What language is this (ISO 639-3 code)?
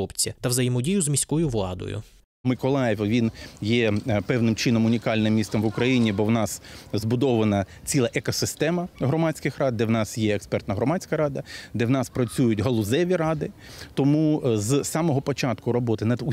ukr